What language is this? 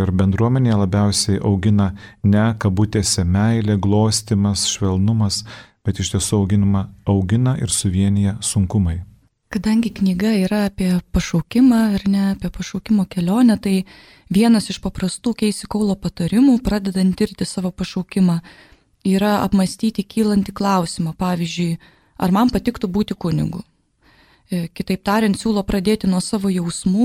Lithuanian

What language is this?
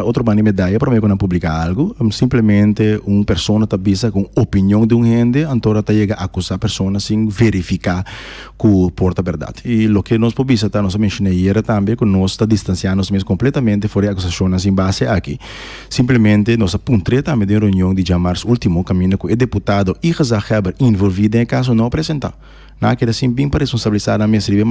Papiamento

